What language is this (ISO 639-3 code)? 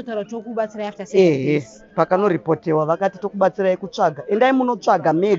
sna